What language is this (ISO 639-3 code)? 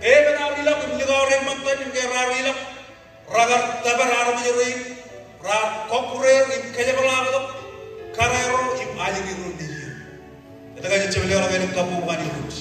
mah